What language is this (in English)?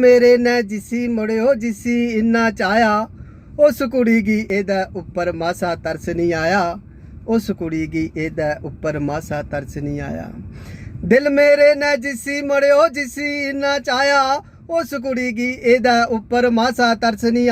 Dogri